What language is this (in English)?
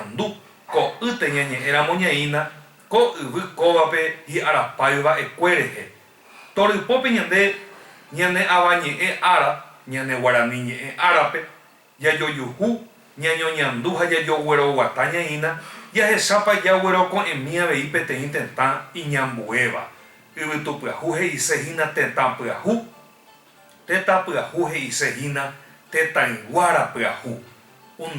Guarani